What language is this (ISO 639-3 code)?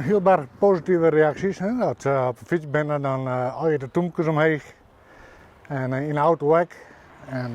fry